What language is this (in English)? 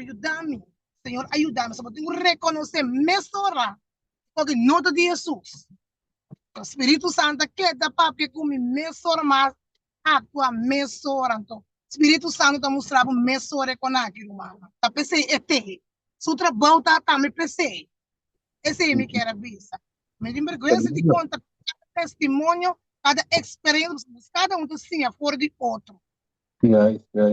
Papiamento